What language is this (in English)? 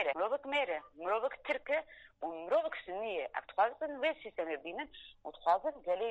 Kurdish